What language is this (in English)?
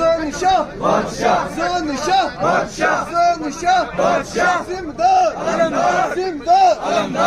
Kashmiri